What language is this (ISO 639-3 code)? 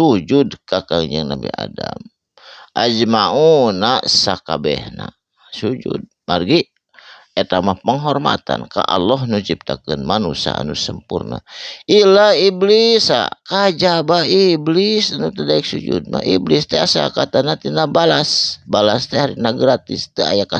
sun